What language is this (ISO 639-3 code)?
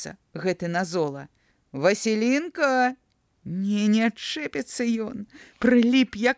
bel